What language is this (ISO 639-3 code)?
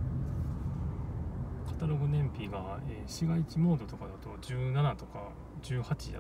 jpn